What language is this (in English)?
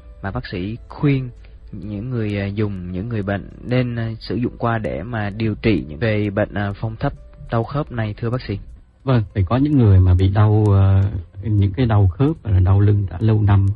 Vietnamese